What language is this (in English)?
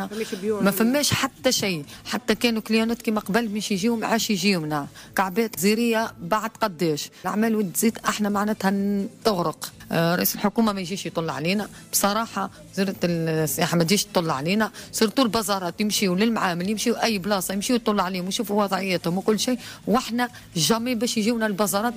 Tunisian Arabic